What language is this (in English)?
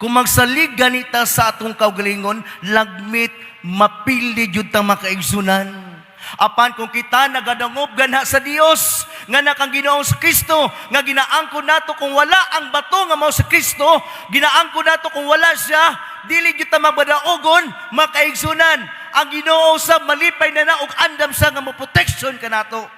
Cebuano